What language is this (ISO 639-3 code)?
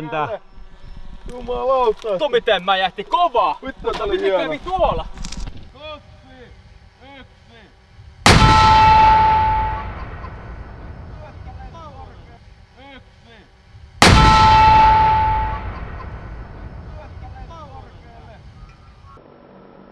fin